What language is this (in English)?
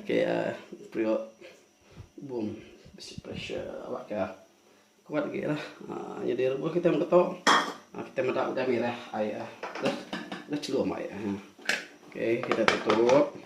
Iban